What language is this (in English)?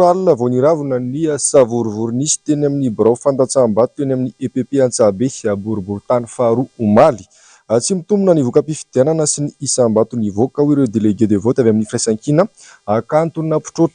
Malagasy